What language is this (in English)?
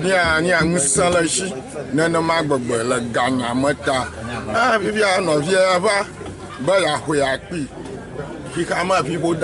Ewe